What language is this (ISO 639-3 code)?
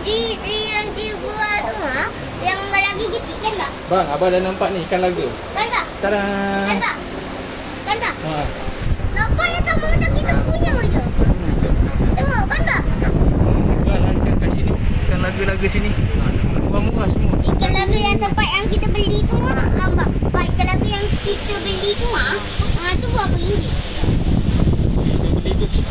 msa